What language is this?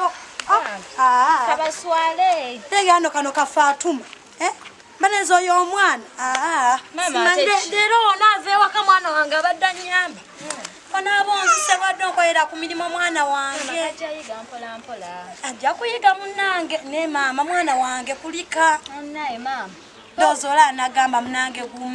Ganda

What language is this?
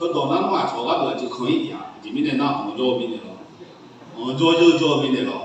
Akha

